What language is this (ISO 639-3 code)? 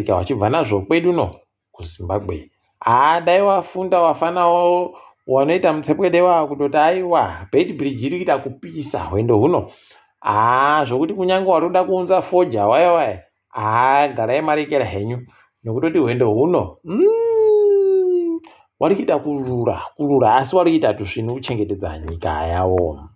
ndc